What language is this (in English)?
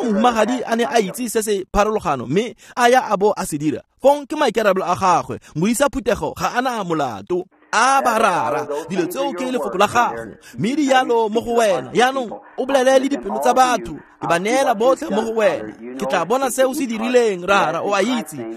Tswana